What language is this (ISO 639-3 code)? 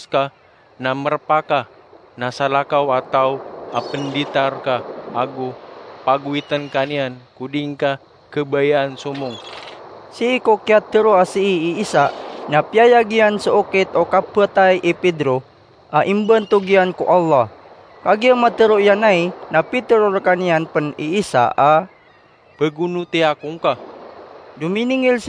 mrw